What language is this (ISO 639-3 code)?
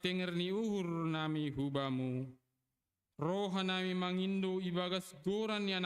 bts